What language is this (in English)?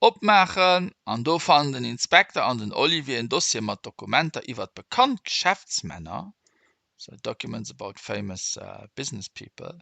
Luxembourgish